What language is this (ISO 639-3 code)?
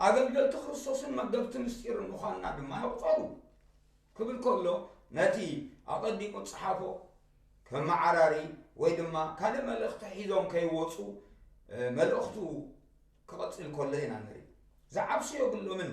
tir